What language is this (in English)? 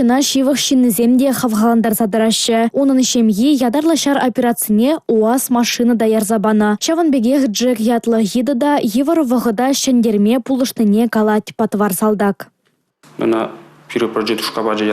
Chuvash